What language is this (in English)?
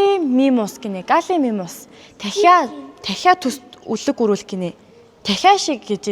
Mongolian